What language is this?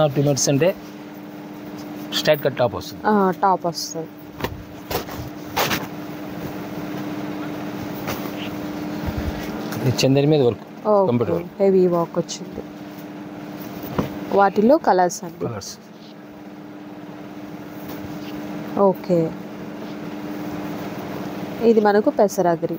Telugu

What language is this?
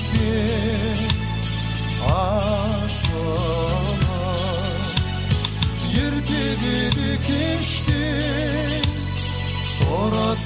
Kazakh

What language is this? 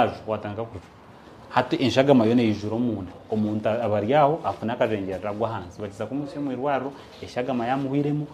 Nyankole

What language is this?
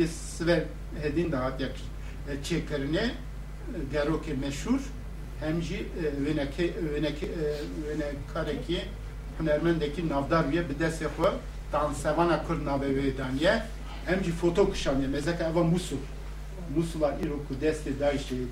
Kurdish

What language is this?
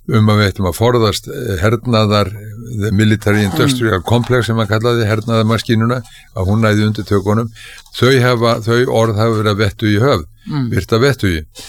Icelandic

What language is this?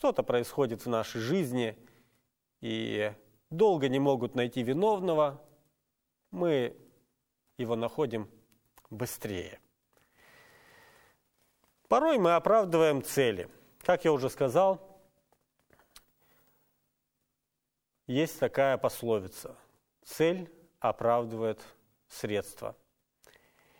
Russian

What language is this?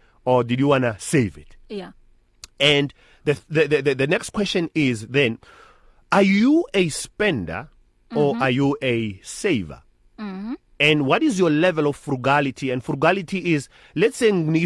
English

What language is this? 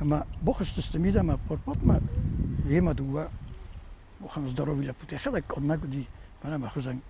Ossetic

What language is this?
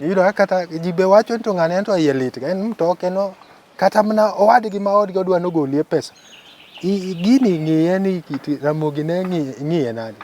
Luo (Kenya and Tanzania)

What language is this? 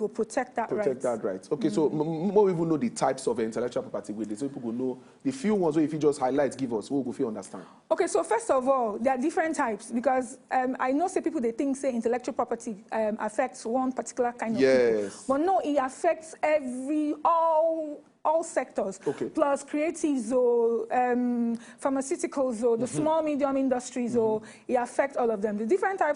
Nigerian Pidgin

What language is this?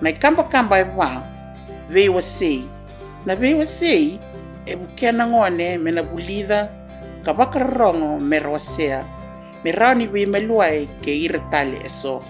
Fijian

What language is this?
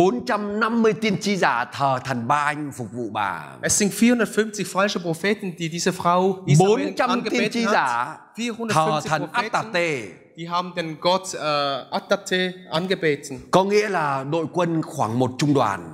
Vietnamese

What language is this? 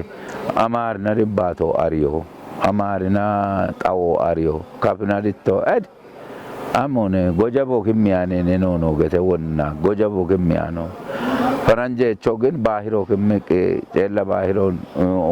Kafa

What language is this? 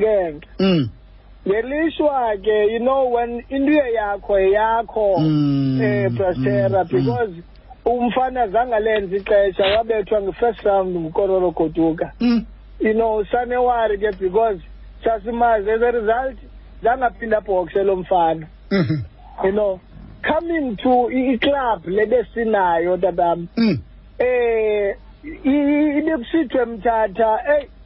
Xhosa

